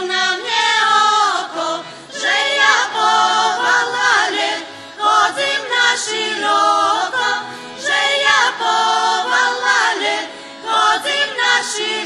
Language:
Rusyn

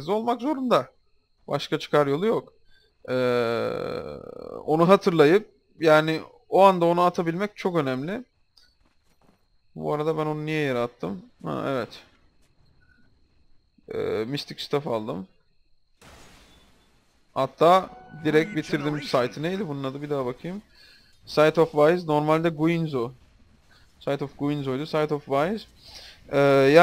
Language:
Turkish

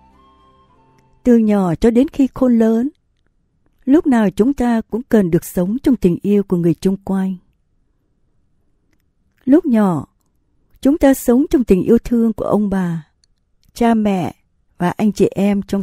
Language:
Vietnamese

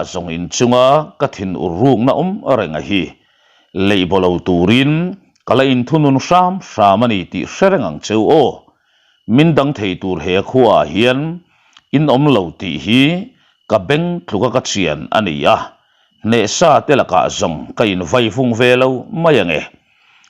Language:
Mizo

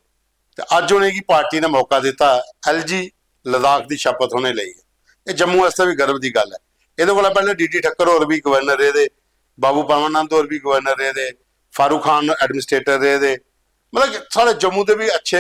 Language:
Dogri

